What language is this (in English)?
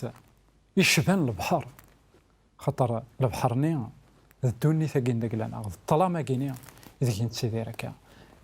Kabyle